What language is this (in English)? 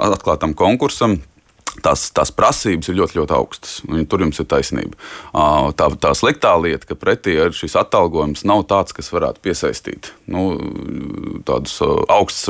Latvian